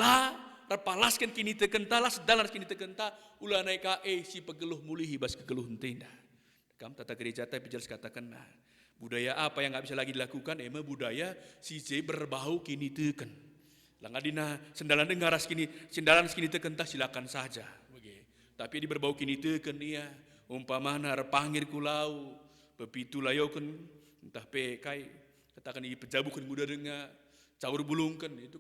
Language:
Batak Karo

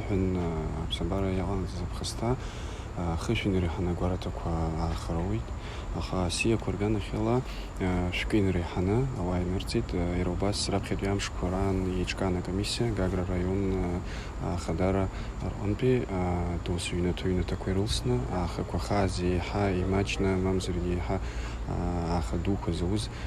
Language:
Abkhazian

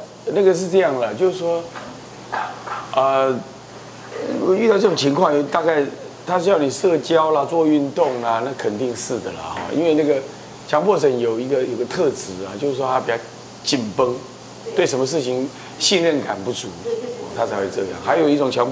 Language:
Chinese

